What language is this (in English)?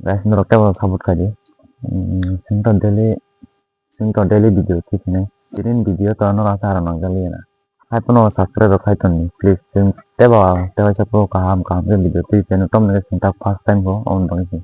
Kok Borok